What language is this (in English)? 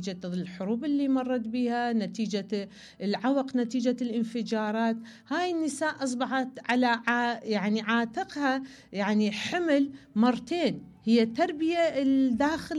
Mesopotamian Arabic